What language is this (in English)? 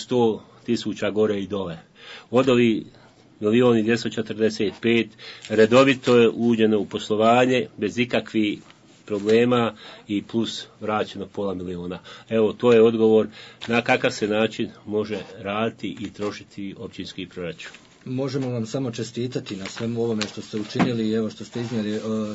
Bosnian